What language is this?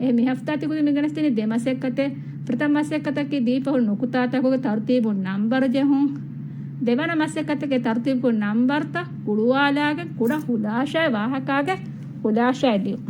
Divehi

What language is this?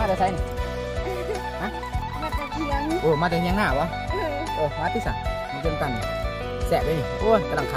Lao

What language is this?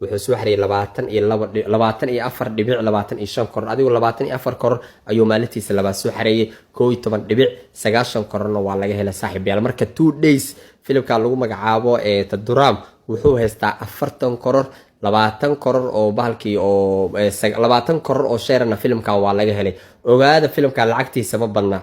Somali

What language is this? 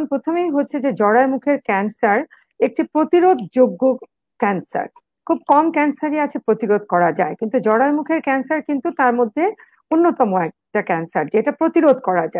Bangla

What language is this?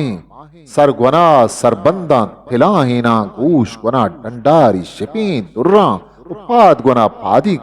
Eastern Balochi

